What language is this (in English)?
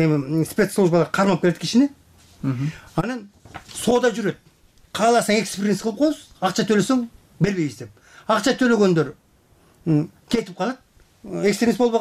Kyrgyz